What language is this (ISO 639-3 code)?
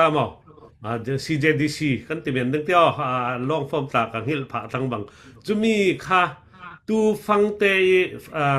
cfm